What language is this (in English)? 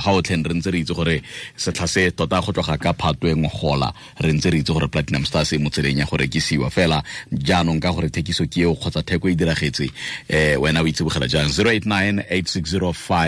Tswana